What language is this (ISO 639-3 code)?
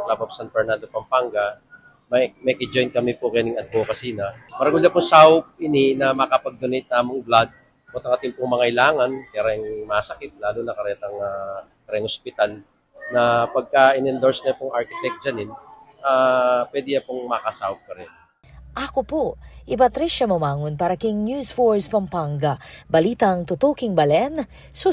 pam